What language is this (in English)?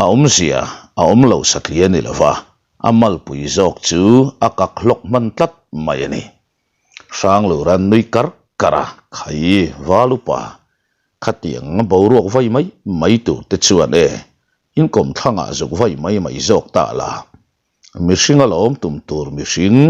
Mizo